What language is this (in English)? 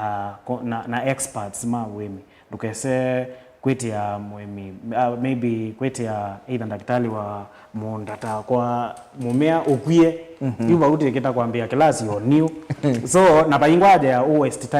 Kamba